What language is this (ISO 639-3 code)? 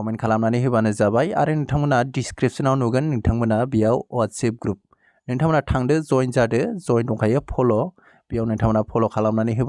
brx